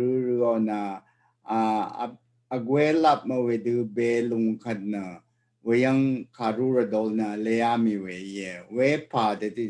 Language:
Rawang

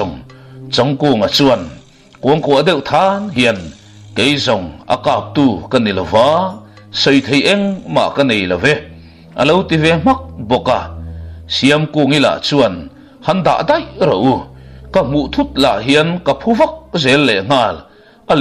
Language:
Mizo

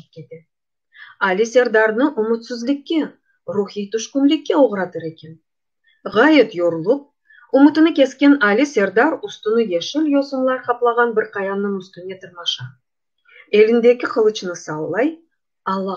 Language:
Crimean Tatar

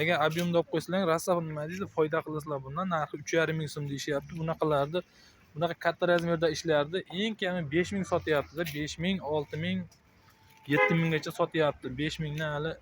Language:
Uzbek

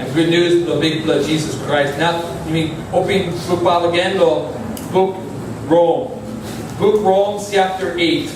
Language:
Tok Pisin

